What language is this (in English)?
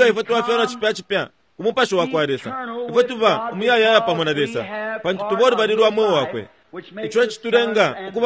Bemba